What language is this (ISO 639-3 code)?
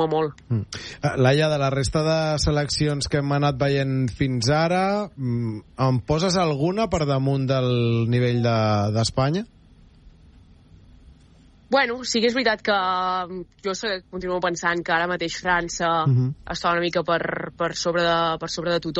cat